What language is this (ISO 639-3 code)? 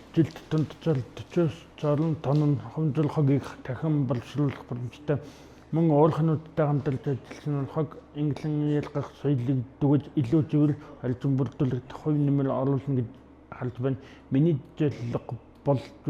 mon